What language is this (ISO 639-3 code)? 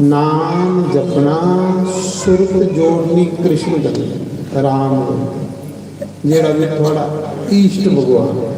doi